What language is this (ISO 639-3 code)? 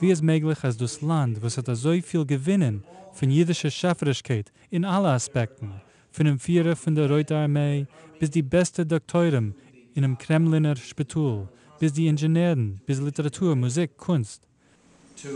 yid